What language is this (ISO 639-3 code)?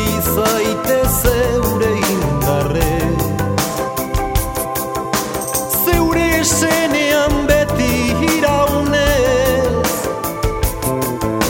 eus